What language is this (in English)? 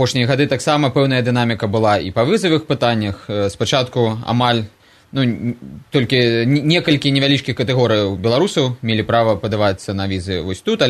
Belarusian